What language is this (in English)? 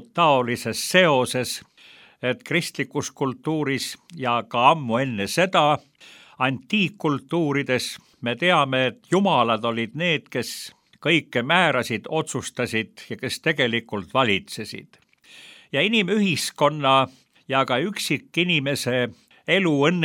Estonian